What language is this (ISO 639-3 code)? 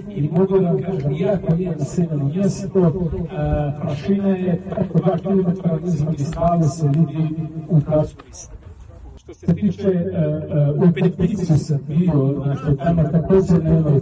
srp